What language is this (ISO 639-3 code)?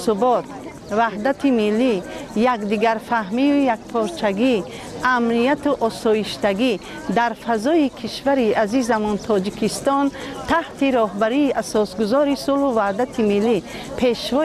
tgk